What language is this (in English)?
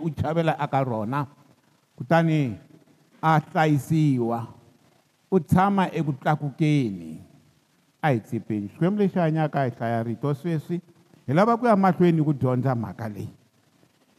Tsonga